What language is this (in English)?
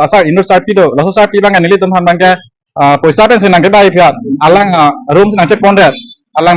Karbi